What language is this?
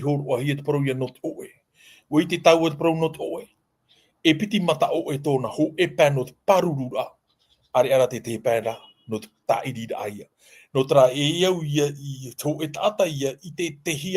Tahitian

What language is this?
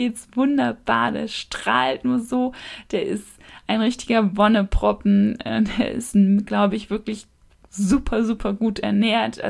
German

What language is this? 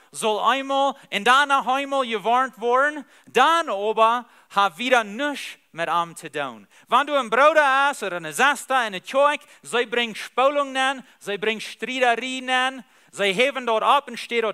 Plautdietsch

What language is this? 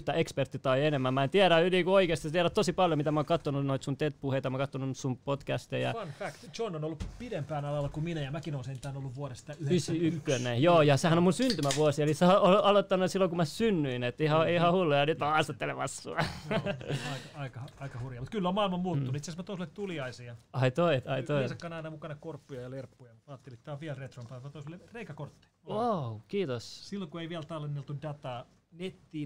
Finnish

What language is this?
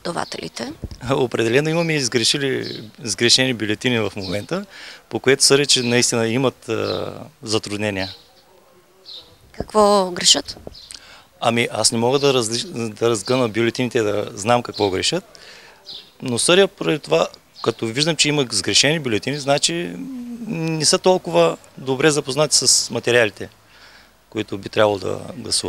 Bulgarian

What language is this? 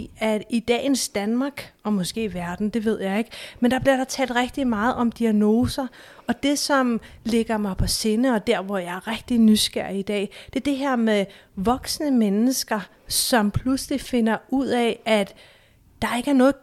Danish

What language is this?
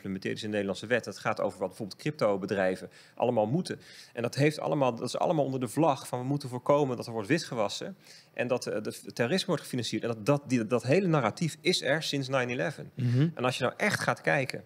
Dutch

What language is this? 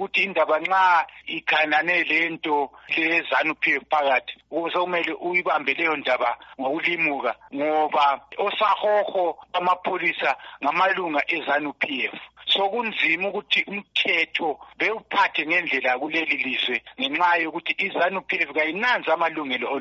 North Ndebele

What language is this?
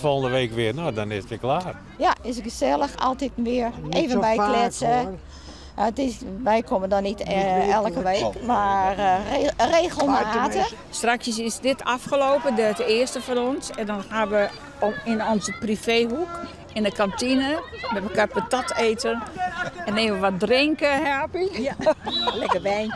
Western Frisian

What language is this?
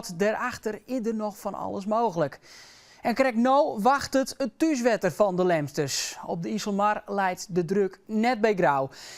Western Frisian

